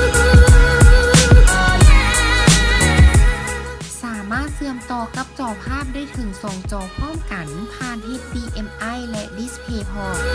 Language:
Lao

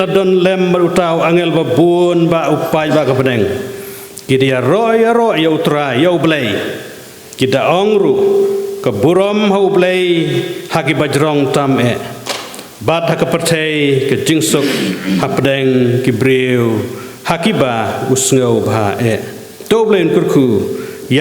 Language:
Khasi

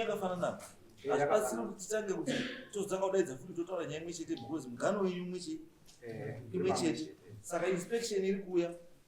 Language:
Shona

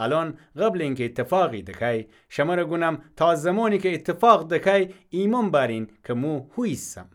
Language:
Gilaki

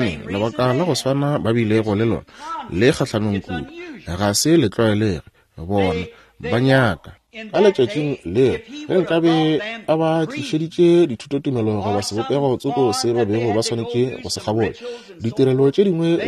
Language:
Northern Sotho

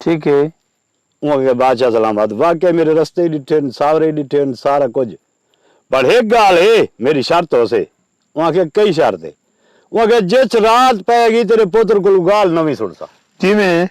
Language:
Saraiki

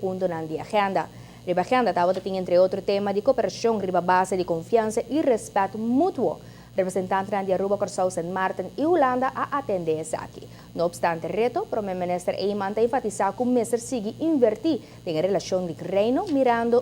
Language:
Papiamento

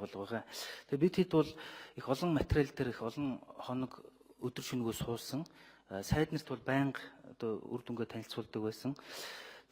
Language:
Mongolian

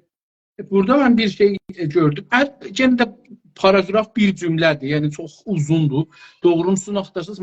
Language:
South Azerbaijani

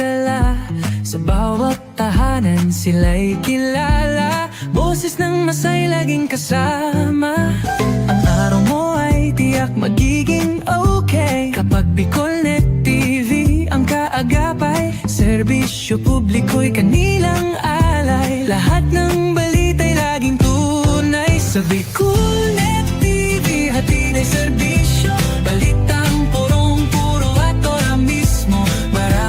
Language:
Bikol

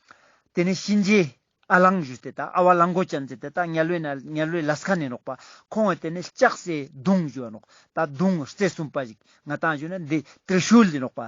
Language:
Ladakhi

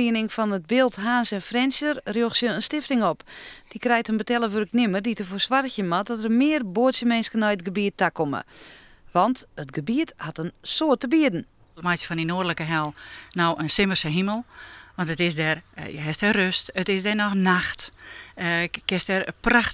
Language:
Western Frisian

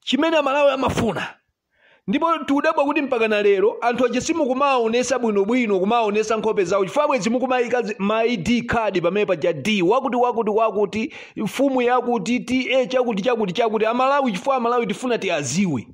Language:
Nyanja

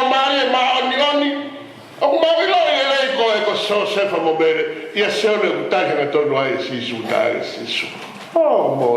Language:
Tongan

